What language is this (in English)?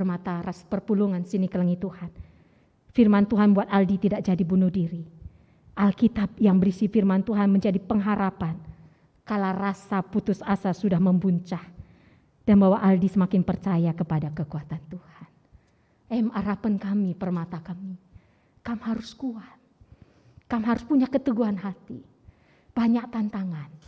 Batak Karo